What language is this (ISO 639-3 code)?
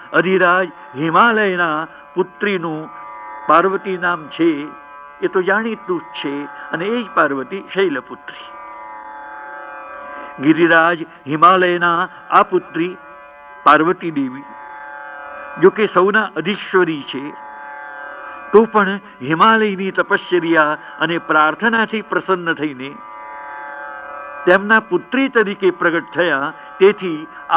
guj